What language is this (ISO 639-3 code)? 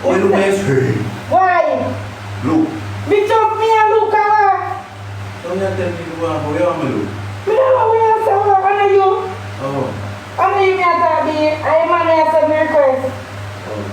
jam